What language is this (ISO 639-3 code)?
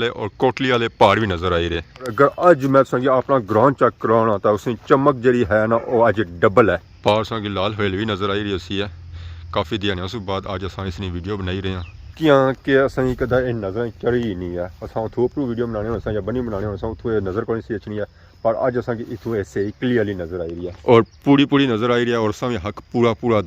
phr